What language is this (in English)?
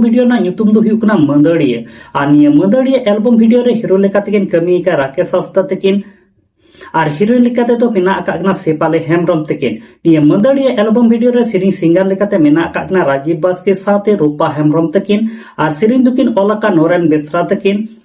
Santali